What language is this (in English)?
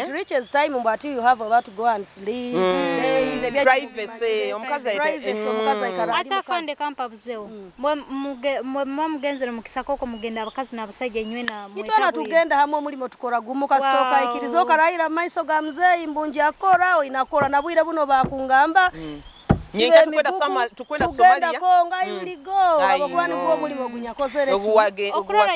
Nyoro